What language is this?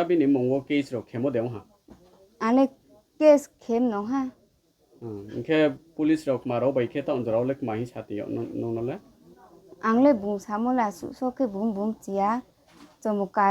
Riang (India)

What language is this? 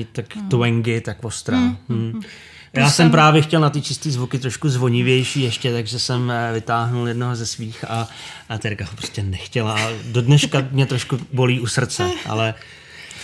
Czech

